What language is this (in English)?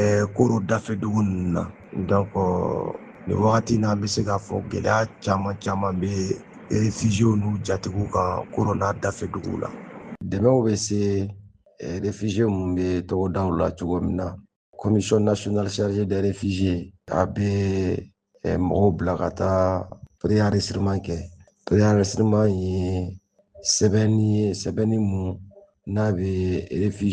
Bambara